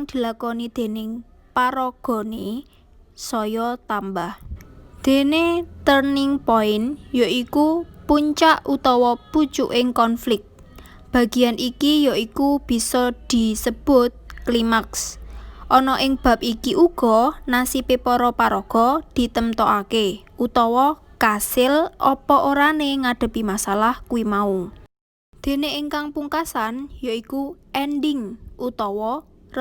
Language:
Javanese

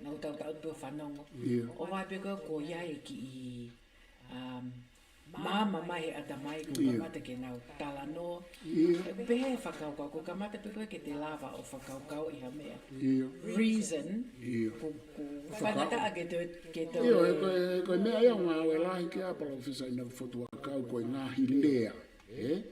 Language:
Tongan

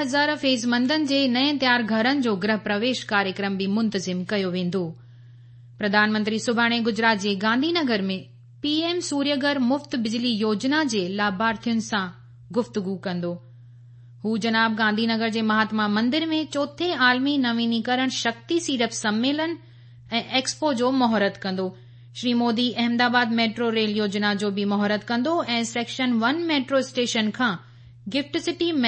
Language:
Sindhi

